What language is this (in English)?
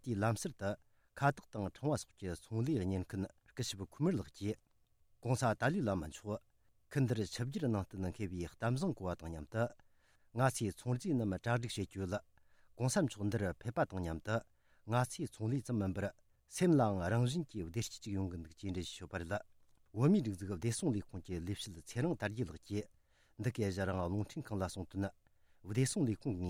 Tibetan